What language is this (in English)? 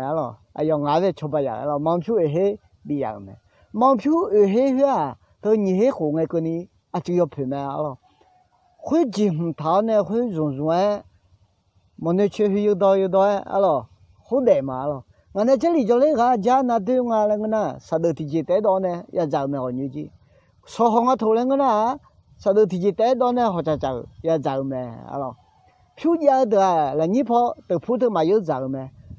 Akha